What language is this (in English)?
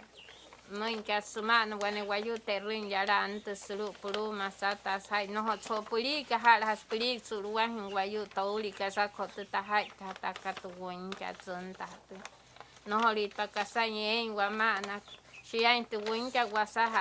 Wayuu